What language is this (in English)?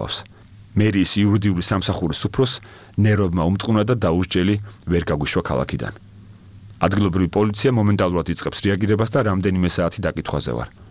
Georgian